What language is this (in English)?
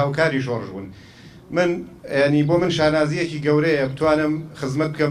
Central Kurdish